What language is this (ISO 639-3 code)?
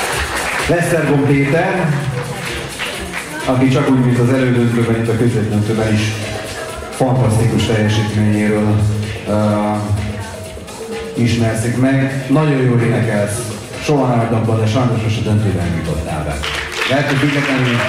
hun